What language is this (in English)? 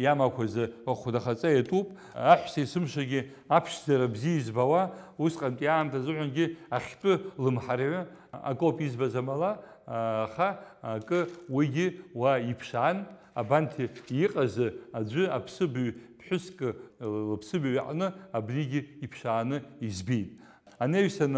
Abkhazian